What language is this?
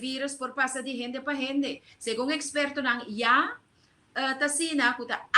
Papiamento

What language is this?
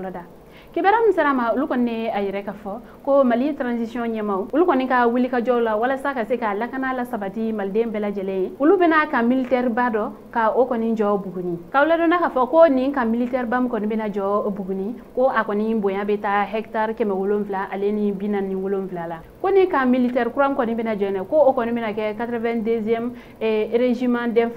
Bambara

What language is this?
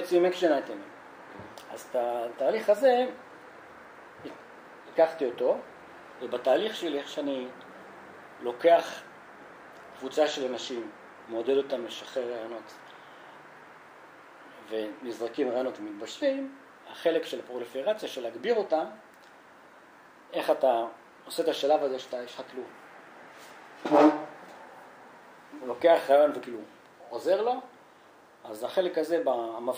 Hebrew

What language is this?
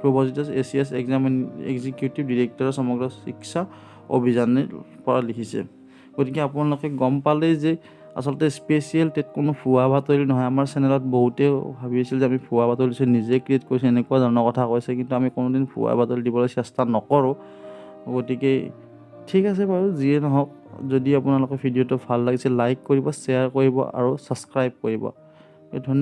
Assamese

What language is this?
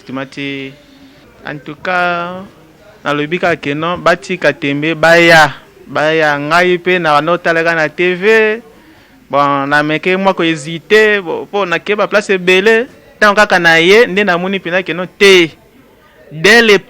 Lingala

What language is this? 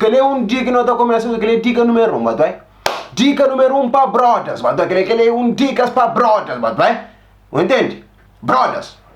Kabuverdianu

